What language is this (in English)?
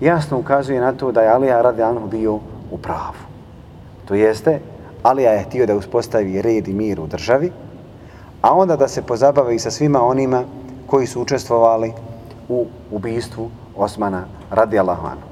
Bosnian